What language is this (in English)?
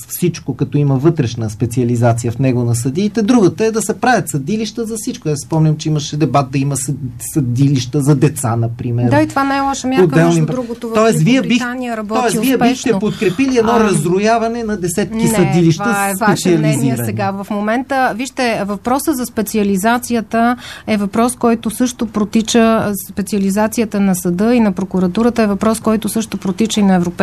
Bulgarian